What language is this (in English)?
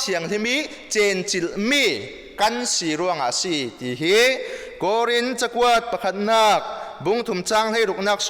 Falam Chin